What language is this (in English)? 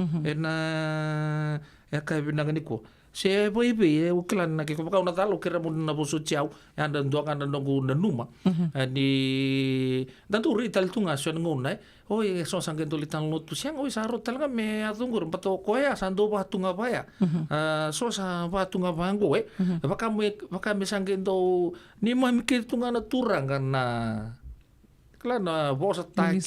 Fijian